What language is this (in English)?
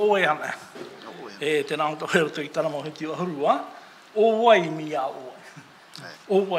Tahitian